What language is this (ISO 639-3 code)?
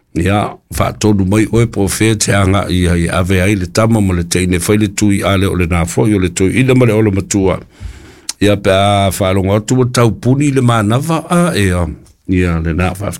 smo